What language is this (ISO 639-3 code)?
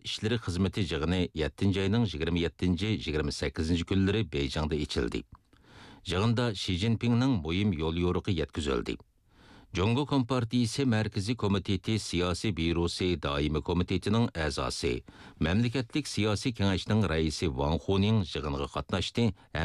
uig